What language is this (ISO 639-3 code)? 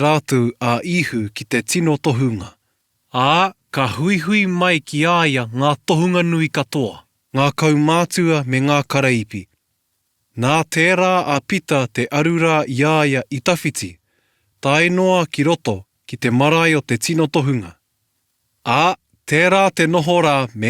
mri